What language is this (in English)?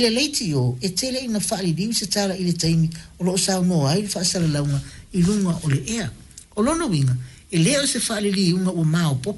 Samoan